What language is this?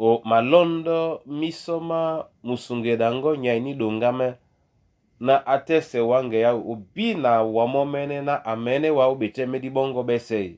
Duala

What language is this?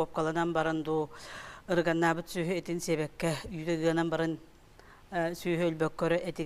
Yakut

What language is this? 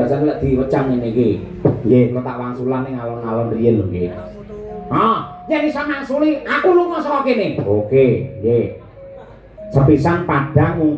Javanese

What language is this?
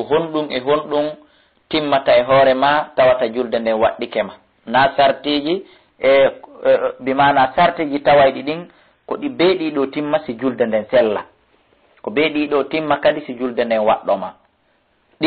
Fula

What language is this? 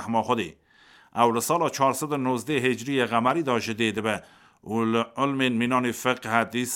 Kurdish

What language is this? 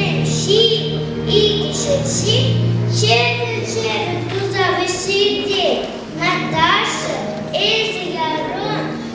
Chuvash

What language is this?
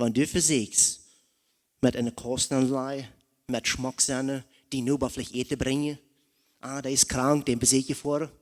Plautdietsch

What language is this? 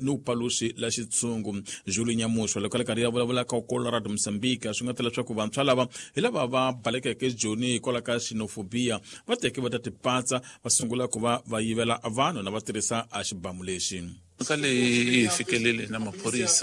Tsonga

